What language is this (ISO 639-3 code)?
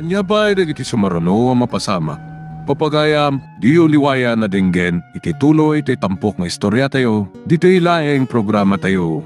ilo